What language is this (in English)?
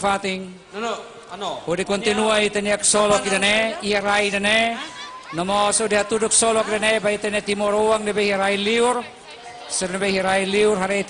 Tetum